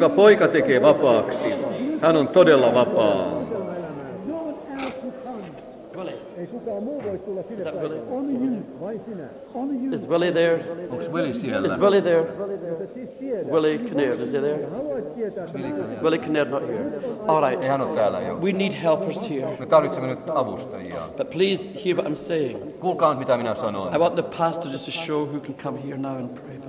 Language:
Finnish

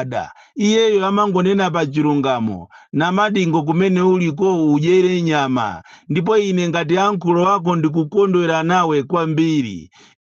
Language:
Nyanja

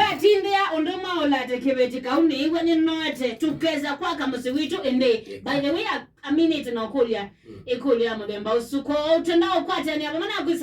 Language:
Kamba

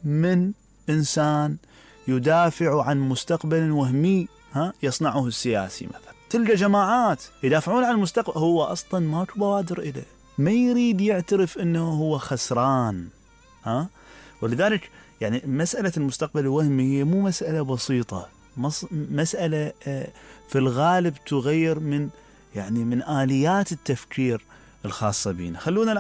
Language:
Mesopotamian Arabic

